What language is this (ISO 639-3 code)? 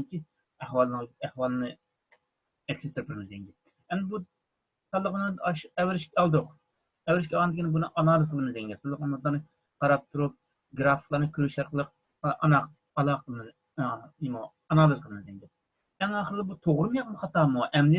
uig